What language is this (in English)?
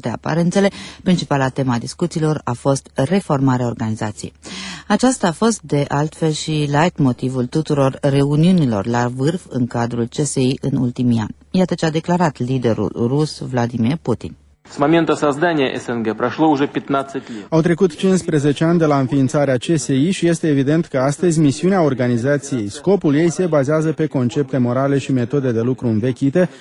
Romanian